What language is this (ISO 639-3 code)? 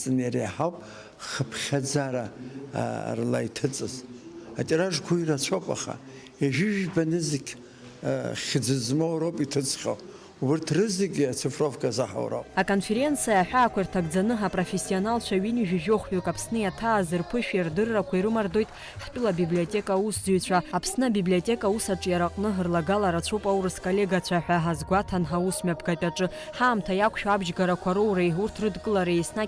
abk